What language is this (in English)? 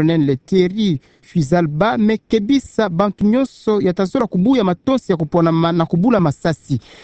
Kituba (Democratic Republic of Congo)